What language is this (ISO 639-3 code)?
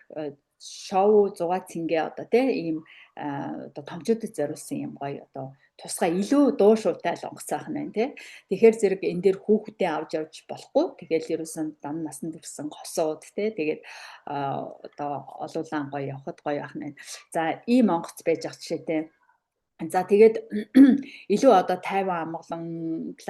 mon